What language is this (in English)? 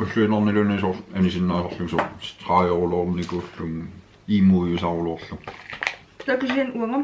Kalaallisut